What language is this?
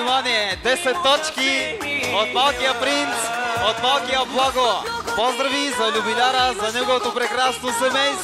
Bulgarian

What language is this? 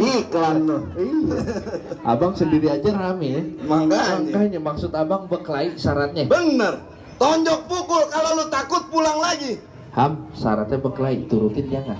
Betawi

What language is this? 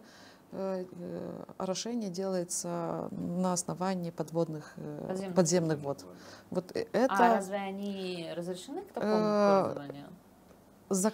Russian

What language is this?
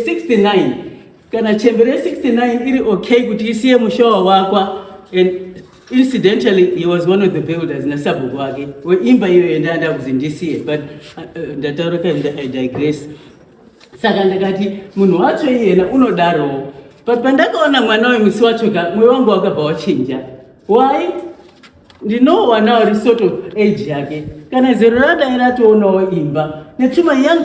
Shona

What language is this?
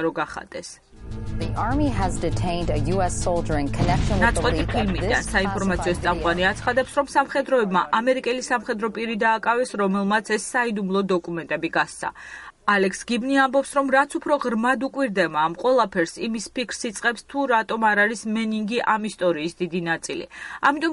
Georgian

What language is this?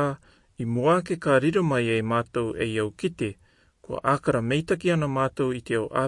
Rarotongan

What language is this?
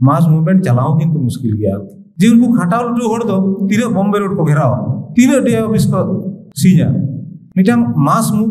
Santali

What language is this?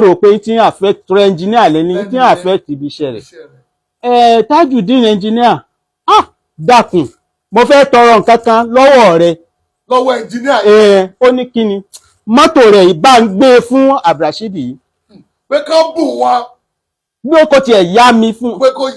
Yoruba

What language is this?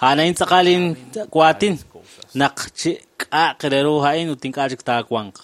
Kekchí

